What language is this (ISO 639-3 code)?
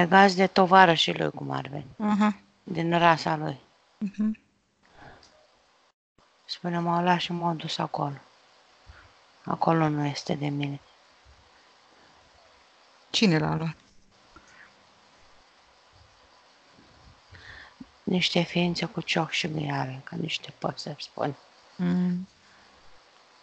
ron